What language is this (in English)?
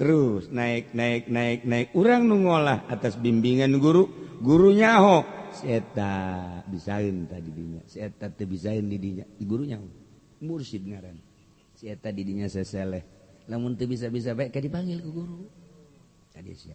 Sundanese